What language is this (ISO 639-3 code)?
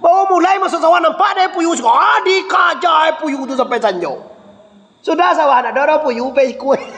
min